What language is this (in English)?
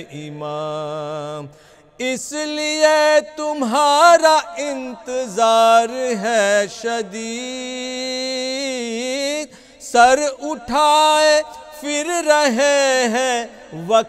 Urdu